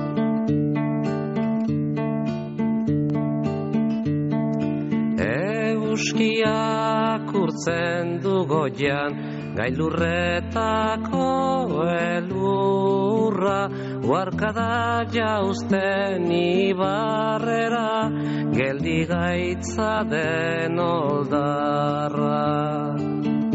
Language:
Basque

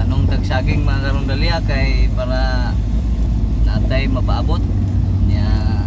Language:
Cebuano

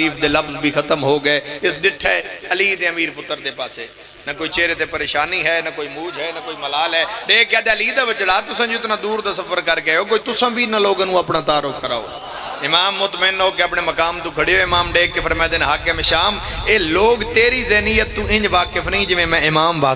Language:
Pahari-Potwari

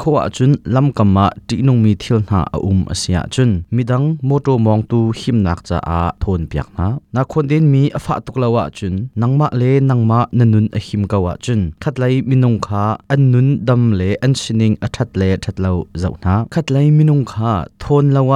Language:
Hakha Chin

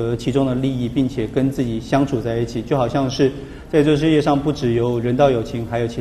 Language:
Chinese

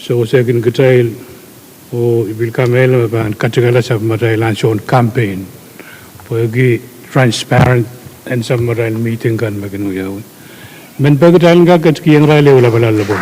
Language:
Pohnpeian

